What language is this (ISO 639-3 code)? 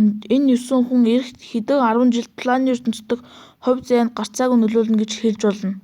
mon